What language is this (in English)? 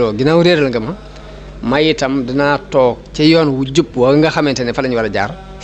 Wolof